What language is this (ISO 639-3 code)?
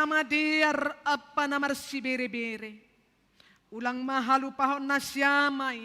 bts